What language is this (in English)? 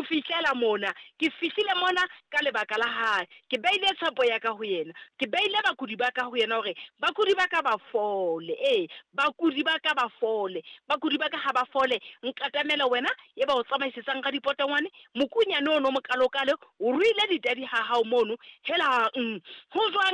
Southern Sotho